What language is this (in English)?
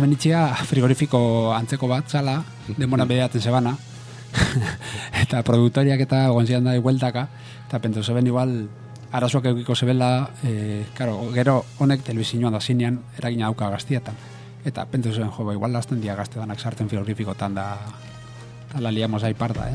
Basque